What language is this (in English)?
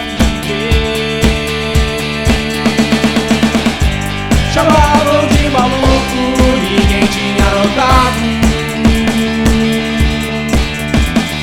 Portuguese